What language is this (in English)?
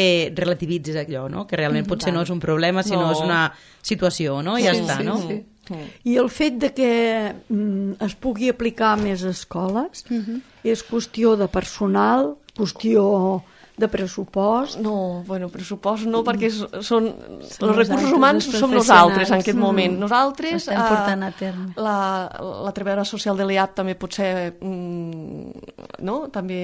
Catalan